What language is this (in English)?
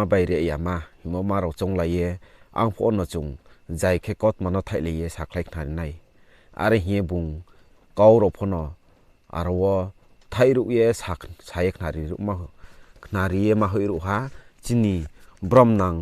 Riang (India)